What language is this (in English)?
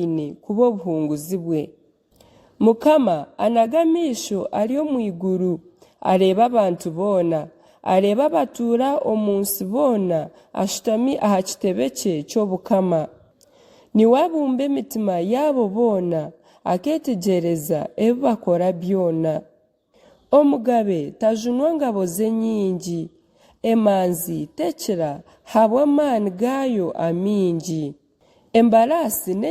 Nyankole